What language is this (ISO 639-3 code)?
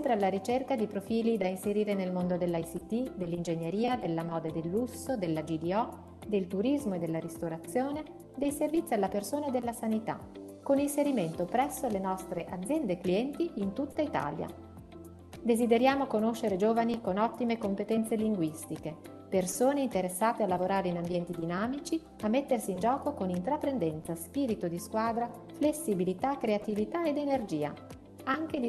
ita